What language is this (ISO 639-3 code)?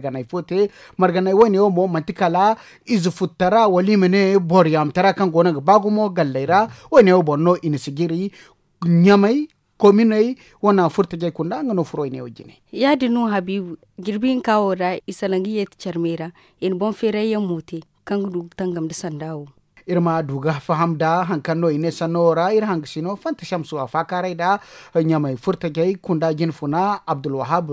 dje